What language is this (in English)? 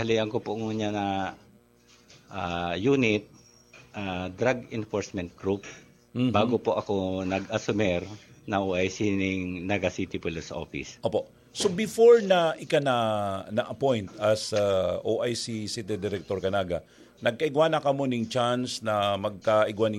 Bikol